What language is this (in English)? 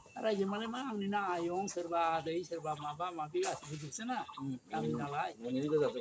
Bodo